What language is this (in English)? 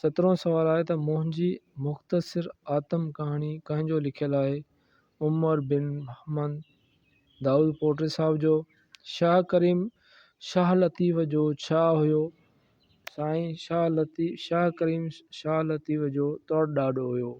Sindhi